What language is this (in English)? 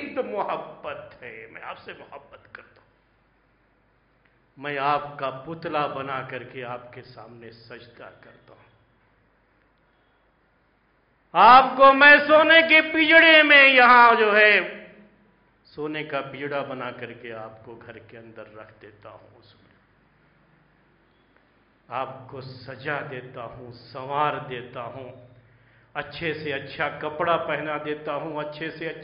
Urdu